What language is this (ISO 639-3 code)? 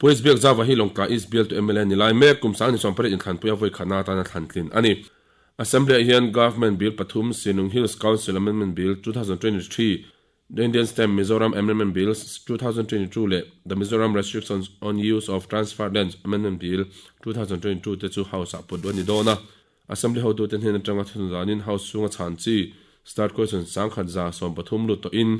lus